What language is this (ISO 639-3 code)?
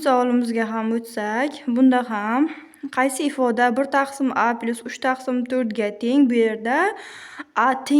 uzb